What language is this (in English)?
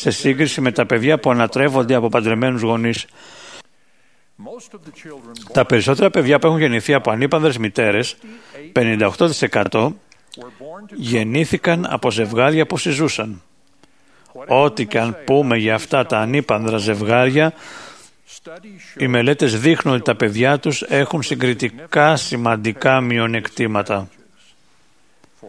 Greek